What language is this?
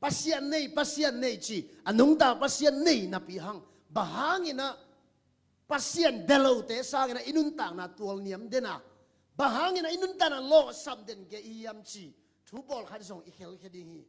Tedim Chin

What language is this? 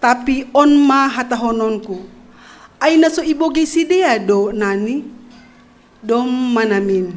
Batak Simalungun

